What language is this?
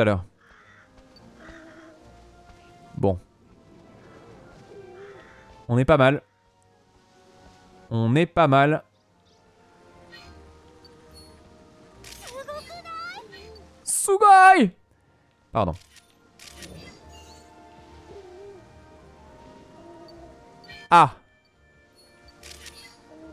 French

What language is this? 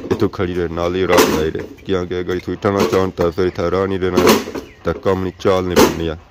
Pahari-Potwari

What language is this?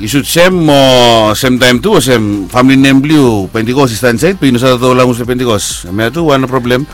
Bislama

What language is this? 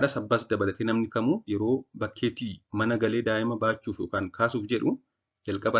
Oromo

